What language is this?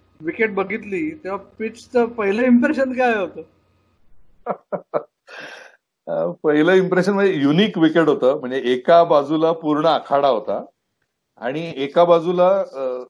Marathi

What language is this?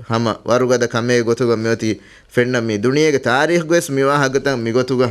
Divehi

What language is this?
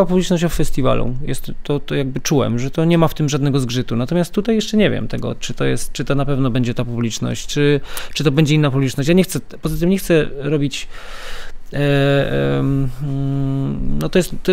Polish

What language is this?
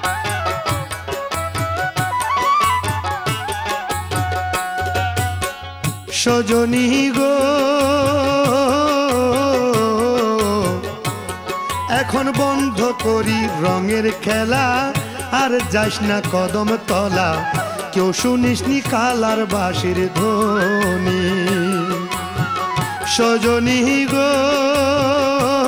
Bangla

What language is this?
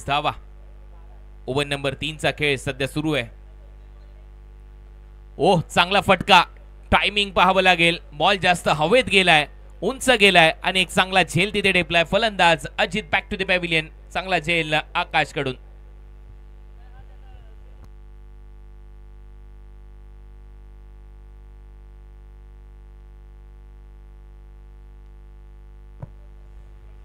Marathi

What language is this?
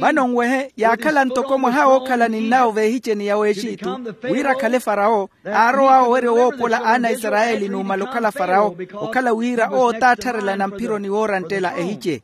Makhuwa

